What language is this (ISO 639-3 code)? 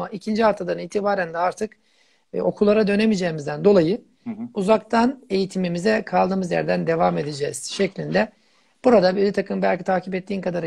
tur